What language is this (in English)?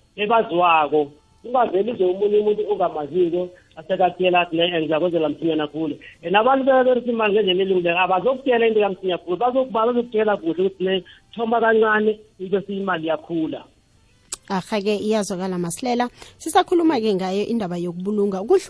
South Ndebele